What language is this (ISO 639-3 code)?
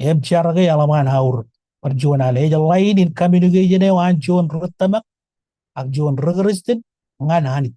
mah